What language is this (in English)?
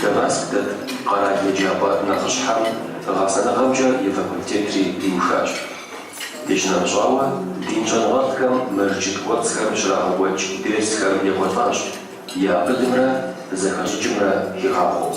Kabardian